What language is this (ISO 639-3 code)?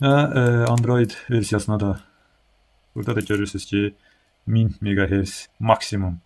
aze